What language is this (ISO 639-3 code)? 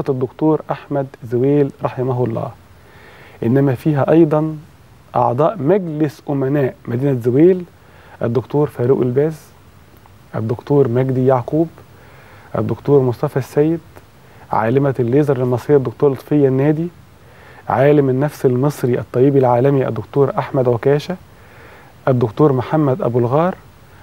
ara